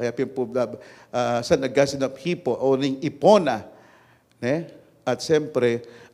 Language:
Pampanga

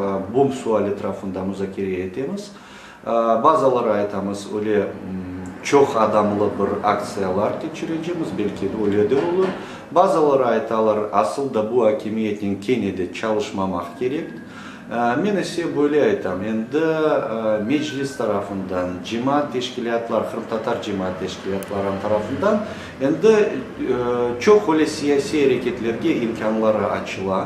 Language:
Crimean Tatar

